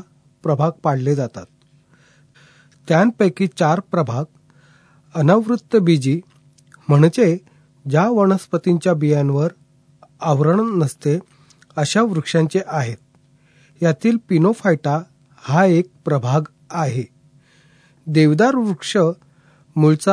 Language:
Marathi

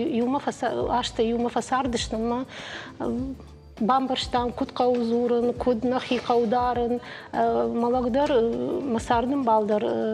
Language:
Ossetic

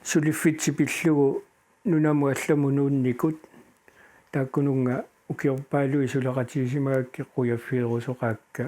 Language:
Kalaallisut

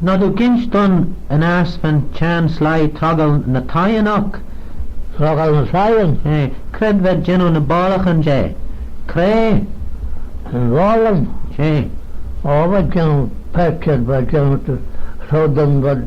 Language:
Manx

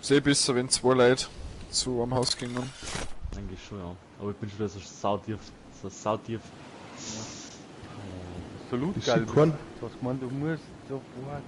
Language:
Bavarian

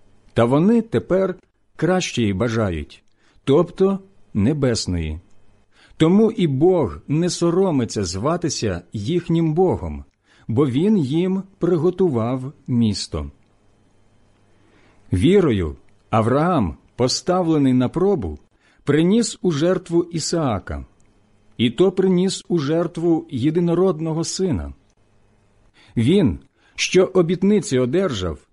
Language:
Ukrainian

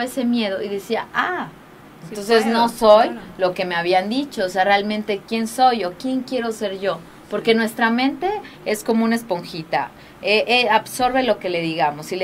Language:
Spanish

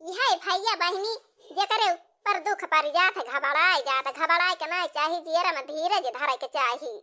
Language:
Awadhi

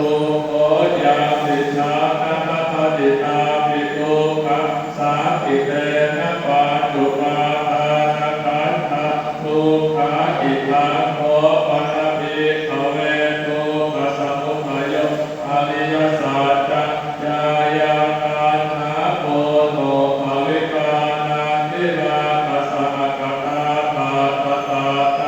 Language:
Pali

